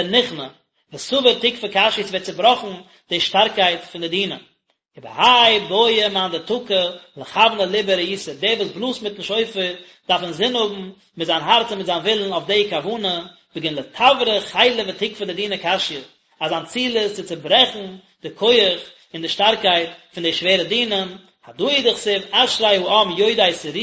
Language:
Yiddish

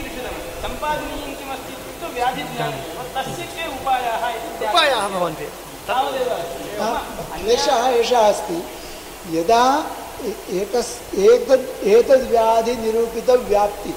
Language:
Sanskrit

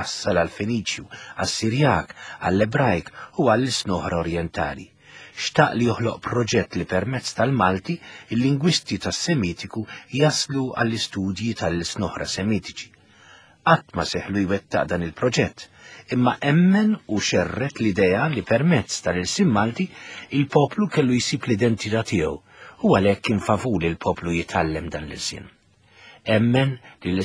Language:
Maltese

